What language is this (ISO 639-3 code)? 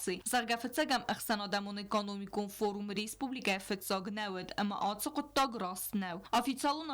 oss